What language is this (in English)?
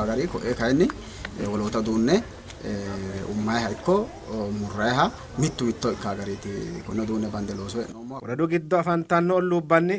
Sidamo